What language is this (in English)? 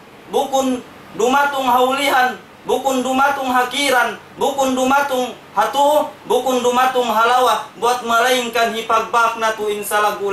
Tausug